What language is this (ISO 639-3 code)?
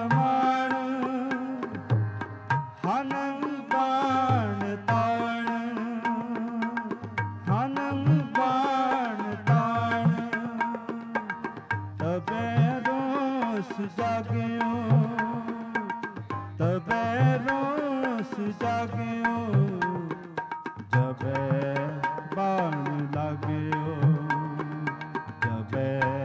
pan